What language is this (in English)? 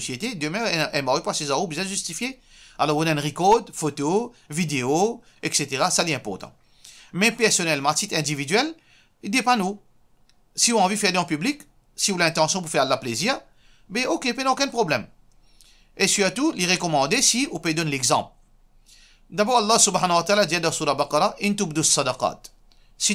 Morisyen